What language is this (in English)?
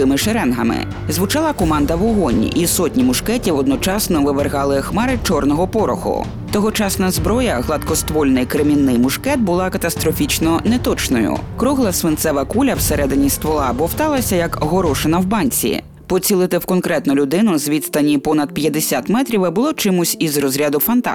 Ukrainian